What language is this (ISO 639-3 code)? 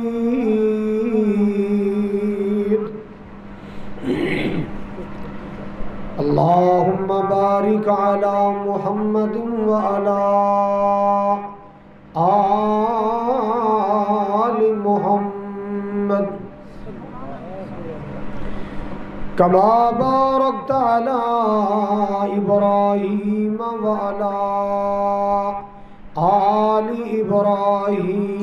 lah